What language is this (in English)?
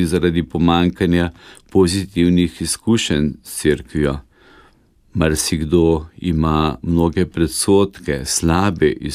Slovenian